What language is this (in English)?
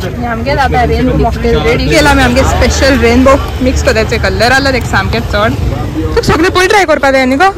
Konkani